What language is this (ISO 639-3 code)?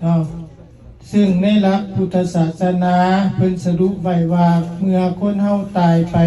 lao